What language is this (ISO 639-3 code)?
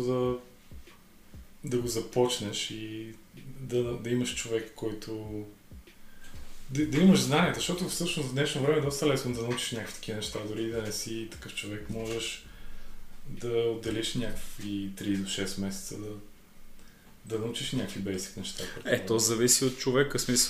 bul